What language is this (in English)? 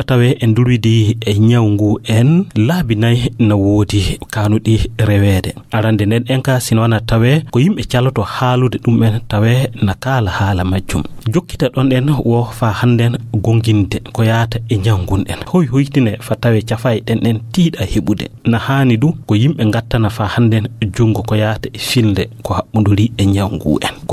Fula